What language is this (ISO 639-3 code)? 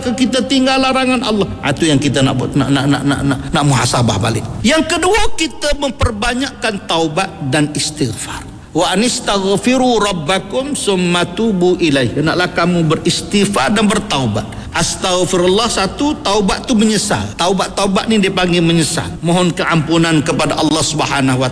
msa